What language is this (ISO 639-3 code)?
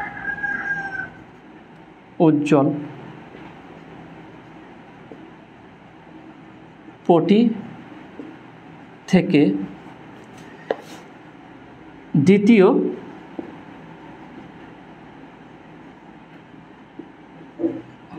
ben